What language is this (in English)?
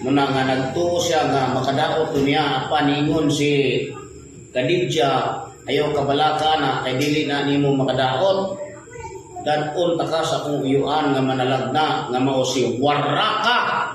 Cebuano